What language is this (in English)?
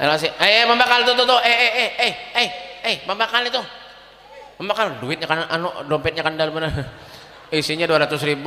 Banjar